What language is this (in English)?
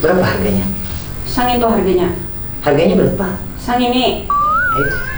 Banjar